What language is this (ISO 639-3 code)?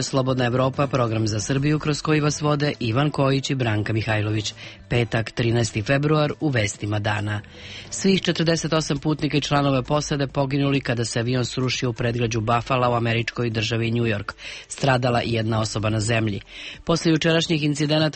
srp